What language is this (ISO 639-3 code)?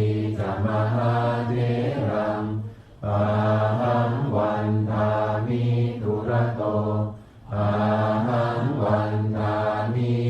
pli